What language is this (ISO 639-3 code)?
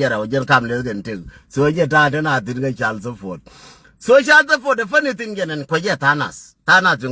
nus